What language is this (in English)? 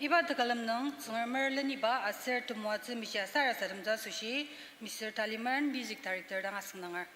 Ao Naga